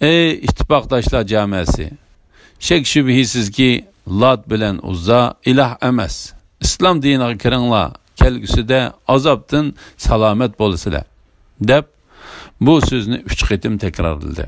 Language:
Uyghur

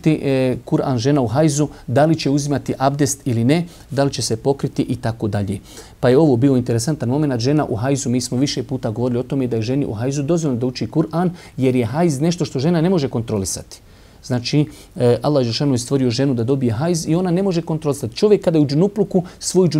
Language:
Bosnian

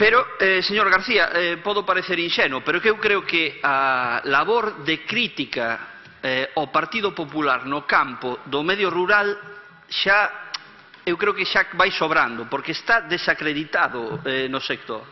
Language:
Galician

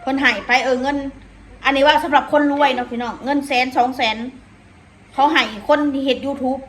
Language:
Northeastern Thai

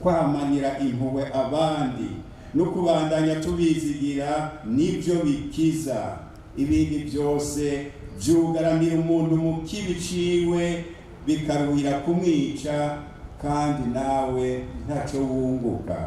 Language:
Rundi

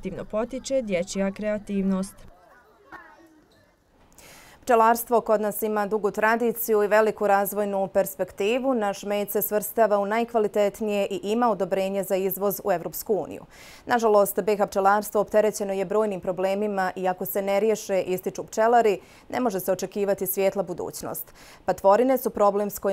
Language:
Bosnian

